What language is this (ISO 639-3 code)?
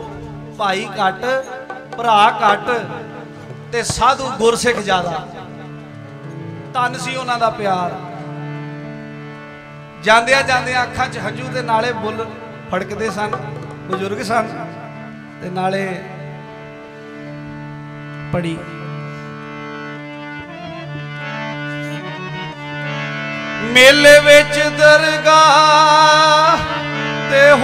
pan